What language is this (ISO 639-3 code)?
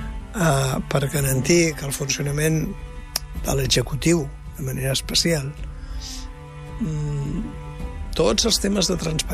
cat